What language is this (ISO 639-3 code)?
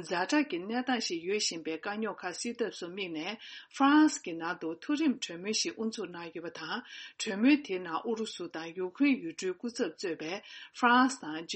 bod